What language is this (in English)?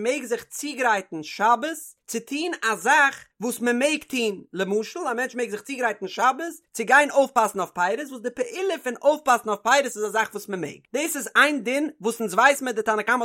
Yiddish